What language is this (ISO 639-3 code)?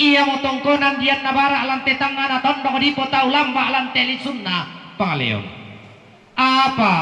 sda